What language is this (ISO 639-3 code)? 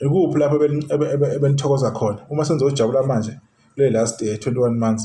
zul